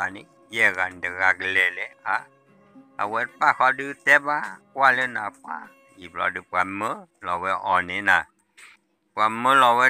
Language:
S'gaw Karen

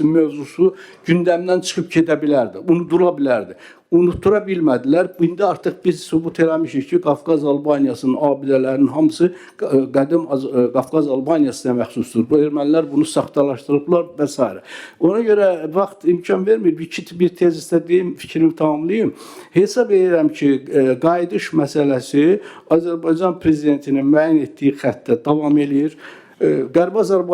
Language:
Azerbaijani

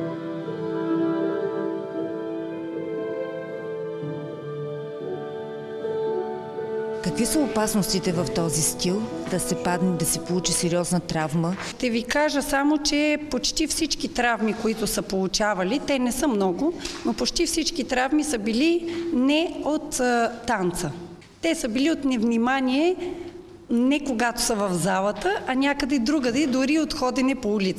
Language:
Bulgarian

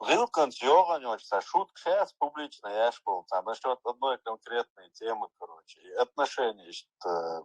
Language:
Chechen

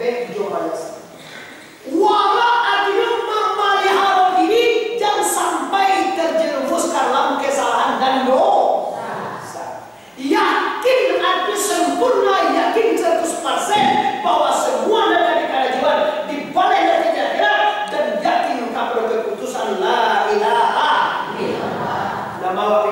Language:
Minangkabau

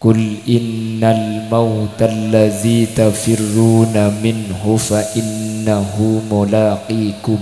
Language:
Madurese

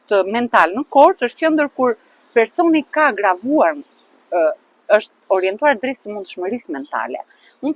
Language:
Albanian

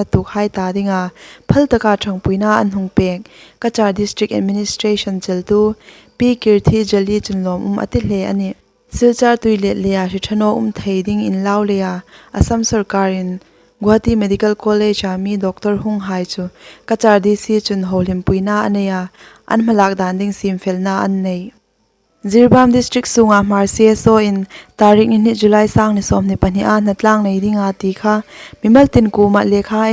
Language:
Hmar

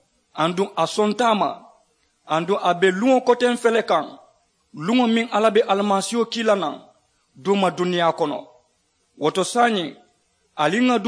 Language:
Mandingo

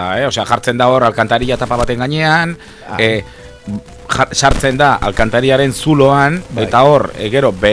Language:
Basque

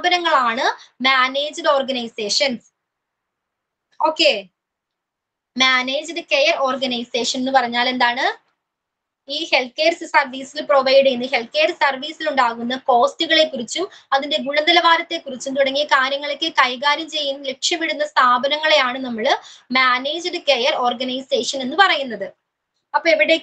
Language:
Malayalam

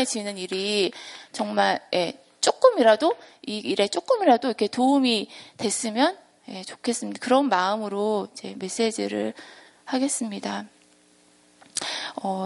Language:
Korean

